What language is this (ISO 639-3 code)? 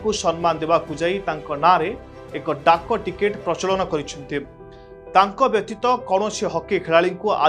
ori